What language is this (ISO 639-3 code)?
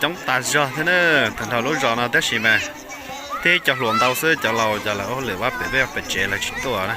hmn